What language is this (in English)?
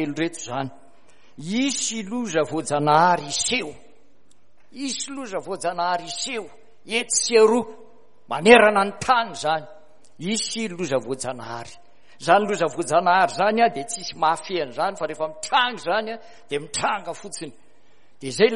Malagasy